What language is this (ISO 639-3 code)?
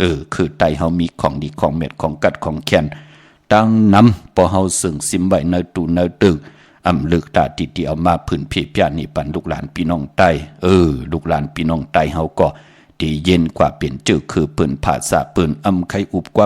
shn